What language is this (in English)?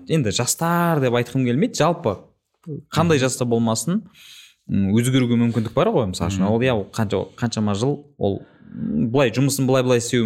Kazakh